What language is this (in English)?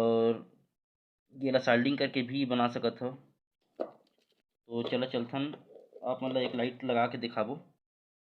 Chhattisgarhi